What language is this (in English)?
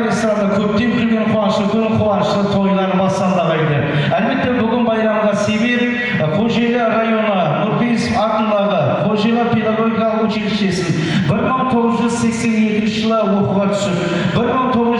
Kara-Kalpak